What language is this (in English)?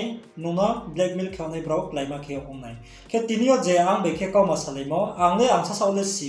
Riang (India)